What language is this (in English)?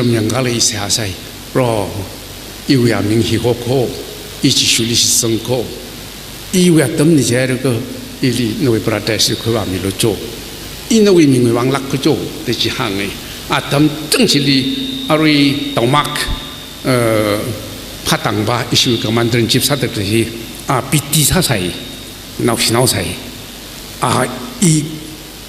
Tangkhul Naga (India)